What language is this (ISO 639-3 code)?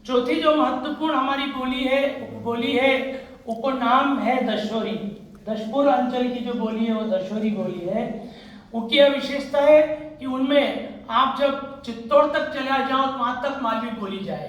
raj